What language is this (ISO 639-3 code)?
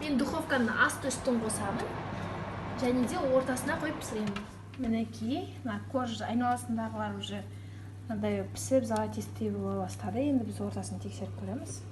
kaz